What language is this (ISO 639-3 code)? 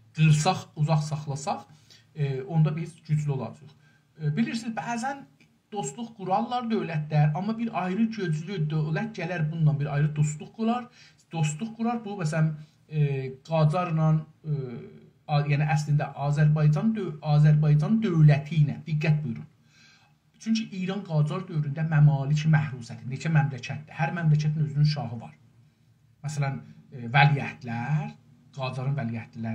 azb